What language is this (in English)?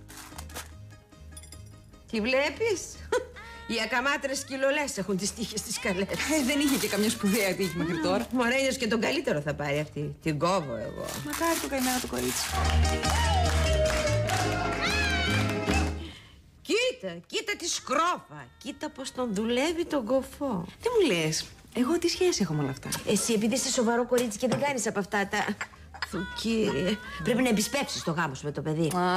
Greek